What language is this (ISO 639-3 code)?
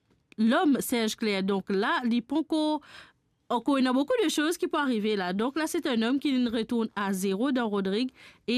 mfe